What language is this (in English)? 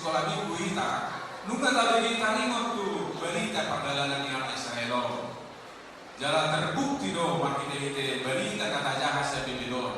Batak Toba